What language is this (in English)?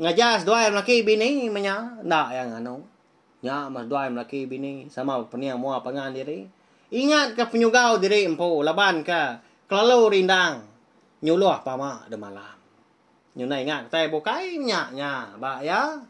Iban